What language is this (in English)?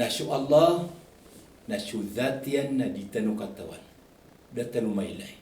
Maranao